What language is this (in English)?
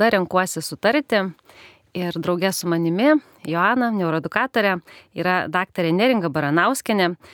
Lithuanian